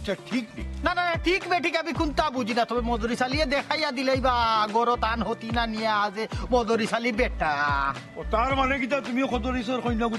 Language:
Sylheti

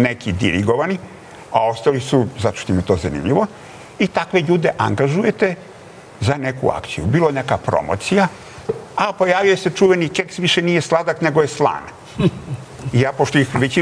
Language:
Serbian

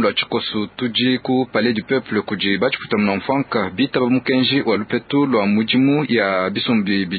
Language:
Luba-Lulua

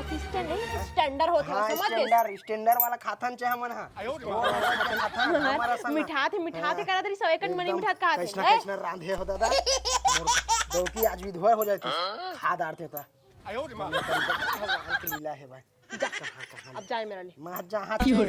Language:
Chhattisgarhi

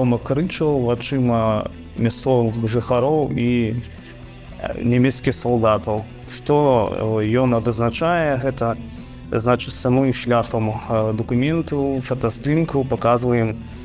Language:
Belarusian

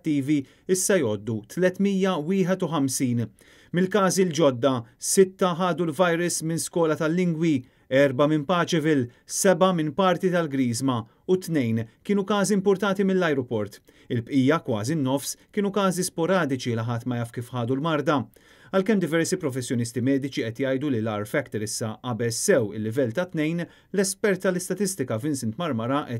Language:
Maltese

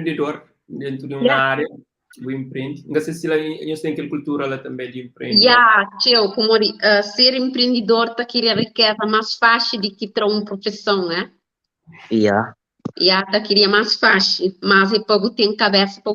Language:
Kabuverdianu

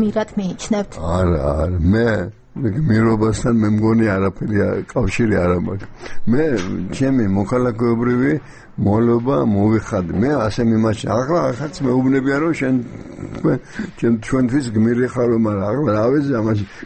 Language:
Georgian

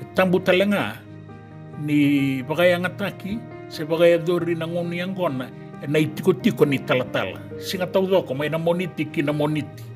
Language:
Fijian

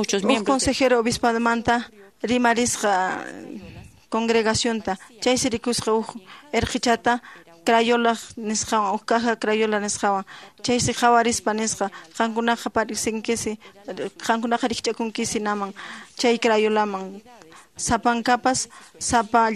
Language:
Quechua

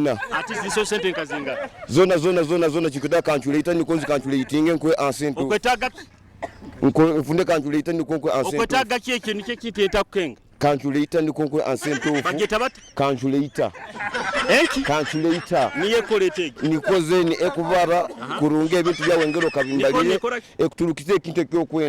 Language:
Nyoro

